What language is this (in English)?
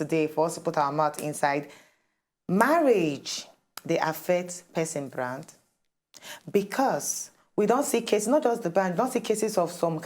Nigerian Pidgin